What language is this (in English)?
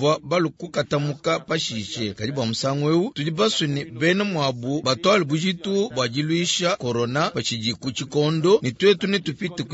Luba-Lulua